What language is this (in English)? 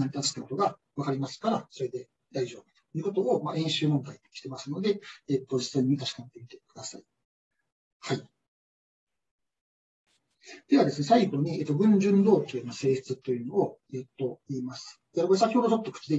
Japanese